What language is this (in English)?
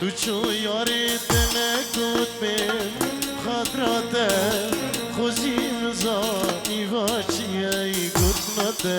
Kurdish